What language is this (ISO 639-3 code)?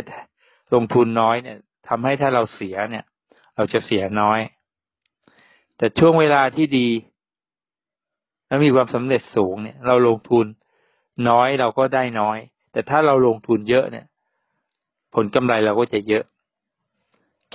tha